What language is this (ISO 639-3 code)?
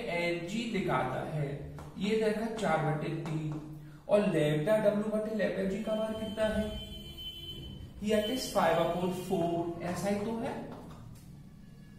hin